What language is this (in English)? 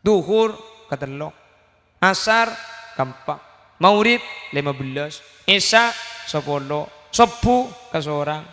Madurese